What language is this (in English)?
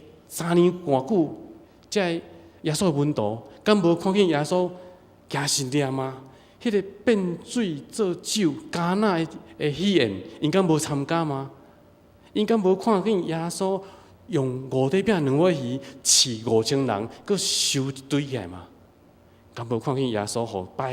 Min Nan Chinese